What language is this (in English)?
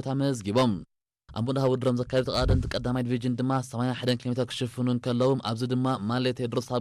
Tigrinya